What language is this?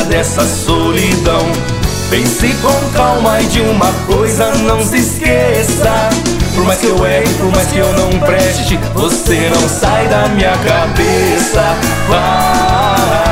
Portuguese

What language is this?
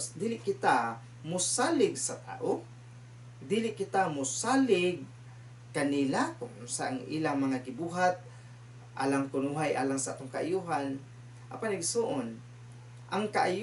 Cebuano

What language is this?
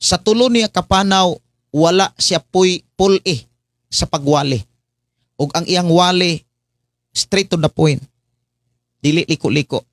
Cebuano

